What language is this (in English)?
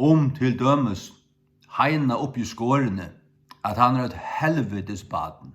Faroese